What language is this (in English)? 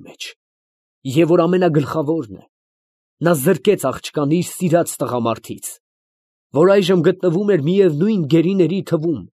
Armenian